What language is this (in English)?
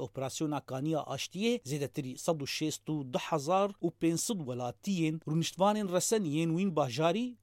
Kurdish